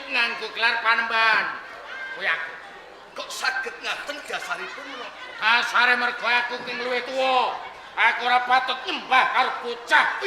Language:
Javanese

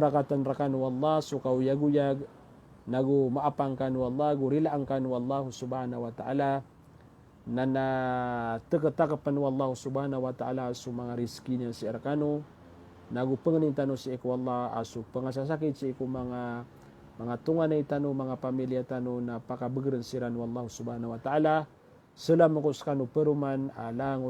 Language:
Maranao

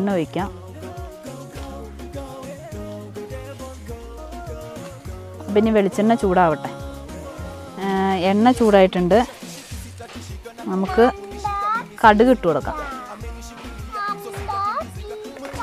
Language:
Malayalam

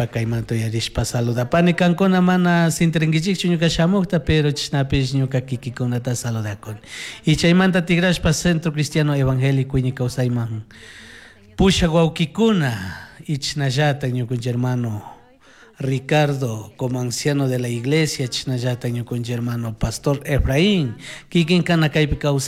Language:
Chimborazo Highland Quichua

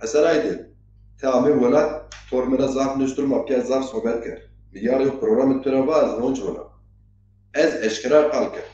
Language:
Zaza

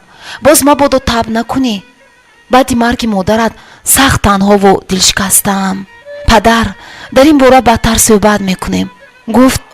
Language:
Tajik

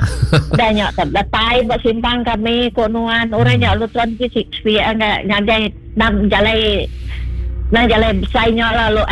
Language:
Iban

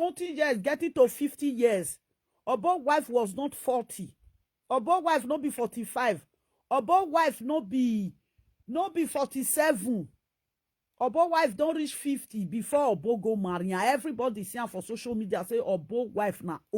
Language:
Nigerian Pidgin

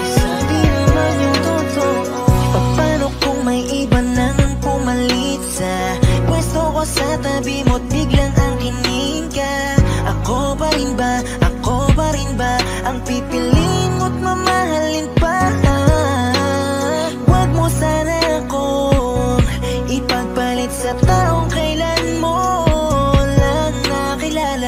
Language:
Filipino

